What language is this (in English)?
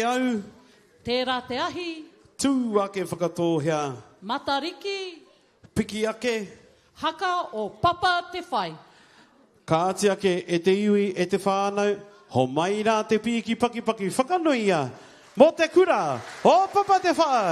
Māori